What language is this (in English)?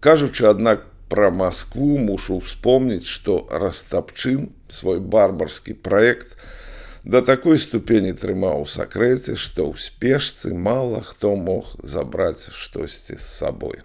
Belarusian